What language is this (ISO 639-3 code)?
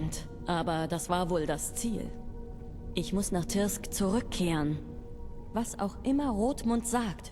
bar